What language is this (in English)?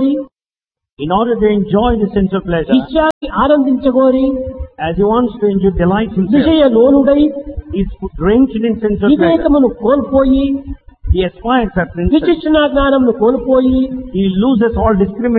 Telugu